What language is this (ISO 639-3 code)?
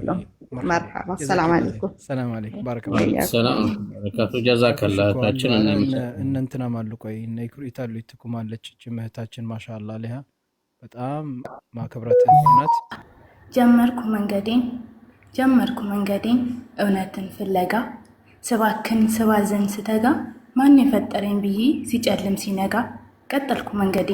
amh